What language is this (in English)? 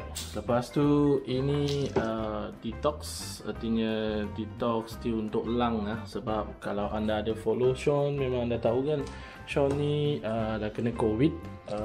Malay